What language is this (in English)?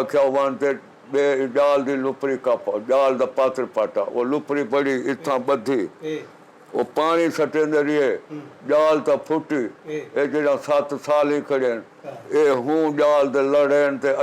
Saraiki